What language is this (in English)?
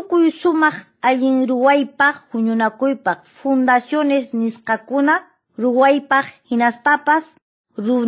Quechua